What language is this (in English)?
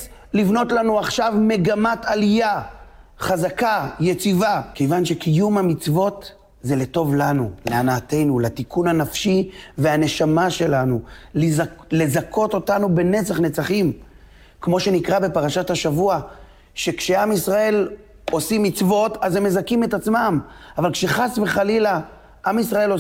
Hebrew